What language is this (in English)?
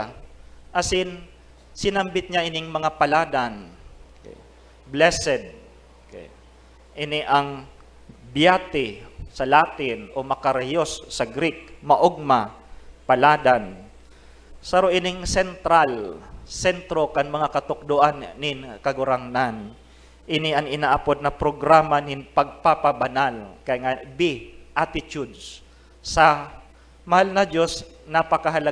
Bikol